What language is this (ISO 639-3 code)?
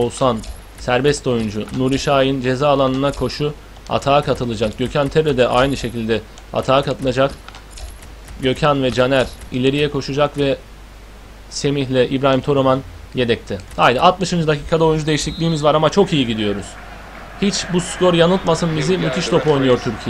tur